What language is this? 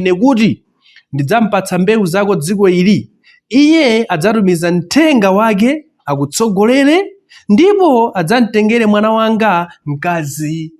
Nyanja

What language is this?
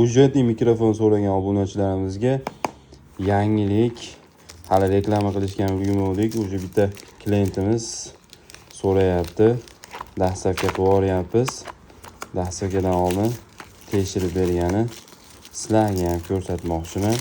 Uzbek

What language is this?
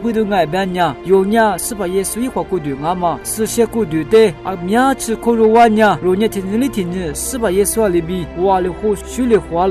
Lisu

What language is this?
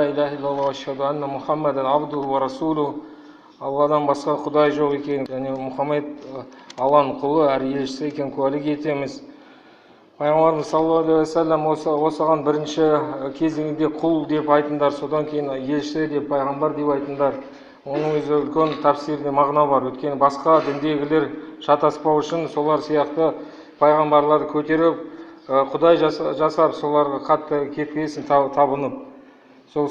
Kazakh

